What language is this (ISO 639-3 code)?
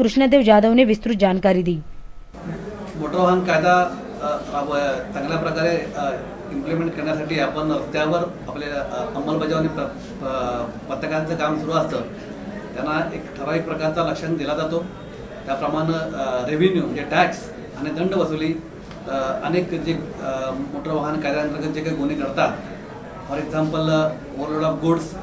mar